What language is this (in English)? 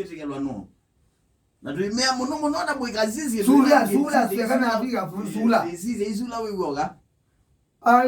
Kamba